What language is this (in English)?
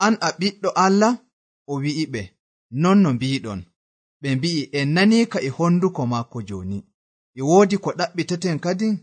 Nigerian Fulfulde